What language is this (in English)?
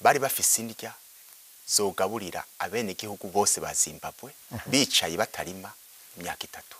Rundi